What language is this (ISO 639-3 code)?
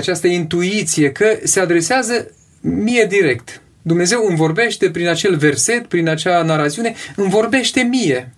ron